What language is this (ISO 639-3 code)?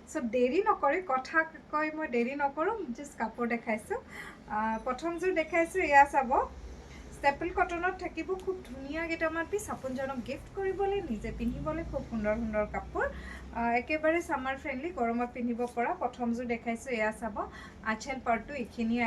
asm